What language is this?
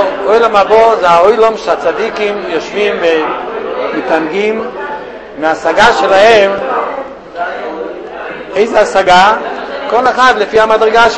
Hebrew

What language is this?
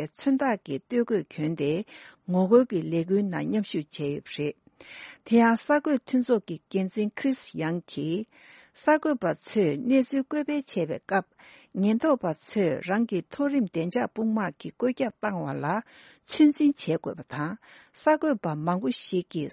Tibetan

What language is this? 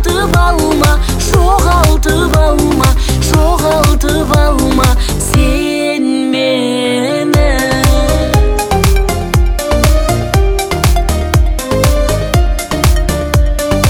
Kazakh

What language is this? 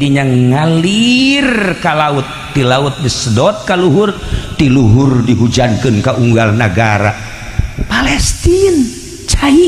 Sundanese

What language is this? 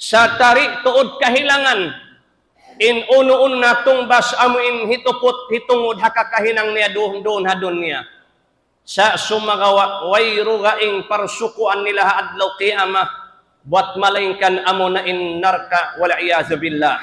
Tausug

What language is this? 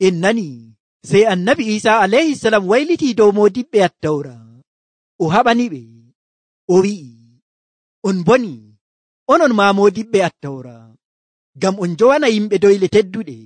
Nigerian Fulfulde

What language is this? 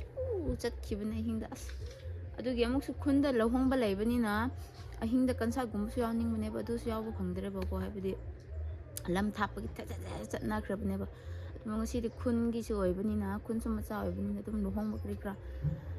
Manipuri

